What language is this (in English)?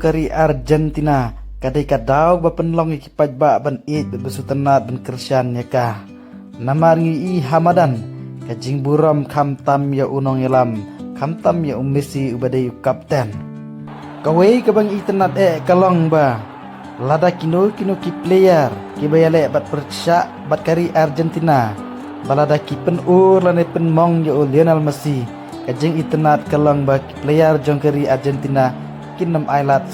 Khasi